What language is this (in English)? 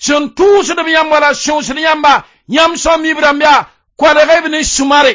Mossi